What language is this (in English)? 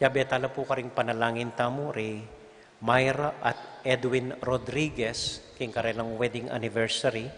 Pampanga